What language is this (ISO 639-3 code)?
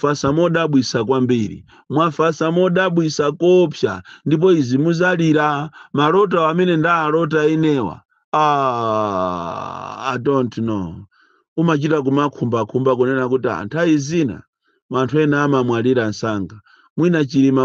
nya